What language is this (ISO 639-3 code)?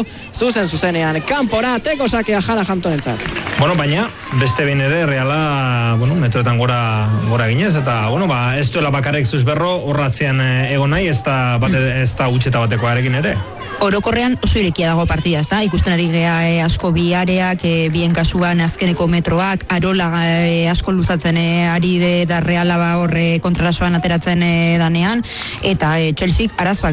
eus